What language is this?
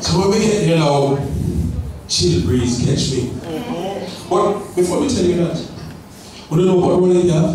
Jamaican Creole English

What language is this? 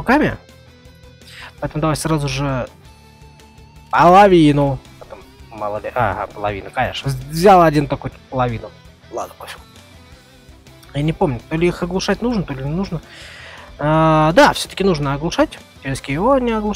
Russian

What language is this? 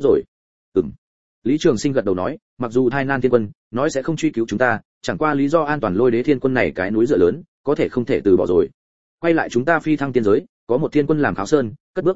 Vietnamese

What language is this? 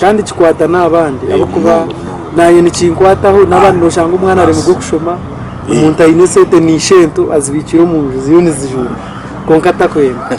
Nyankole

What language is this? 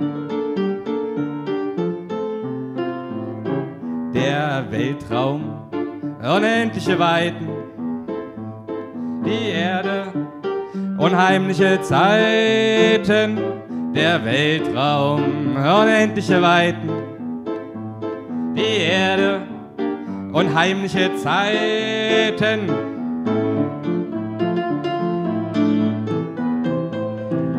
German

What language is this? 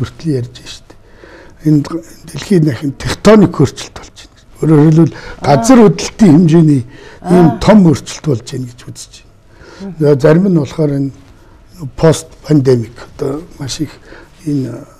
Mongolian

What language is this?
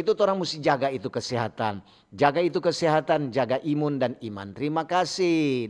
Manado Malay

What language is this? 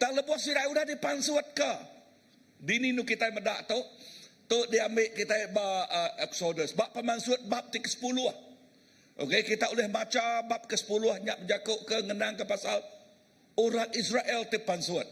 Iban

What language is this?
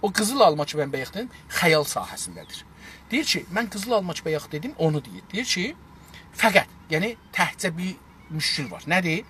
South Azerbaijani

